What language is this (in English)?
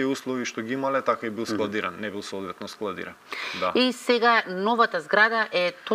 Macedonian